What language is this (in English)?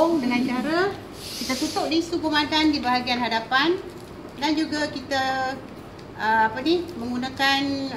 Malay